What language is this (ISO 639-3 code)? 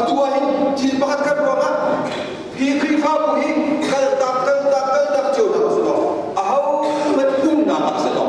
cnh